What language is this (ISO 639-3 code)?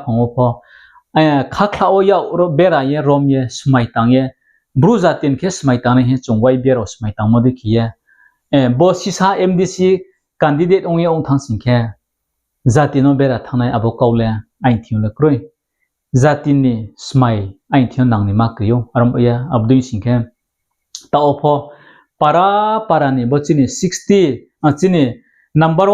ria